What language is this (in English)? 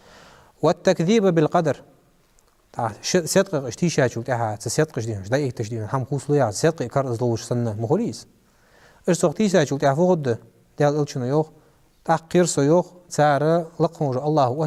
Ingush